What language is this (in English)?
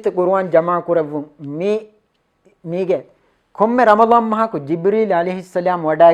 Divehi